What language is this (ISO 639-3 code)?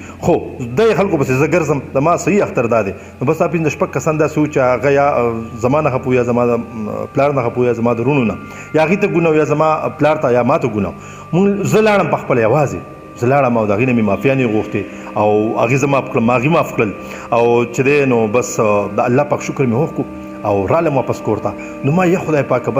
pus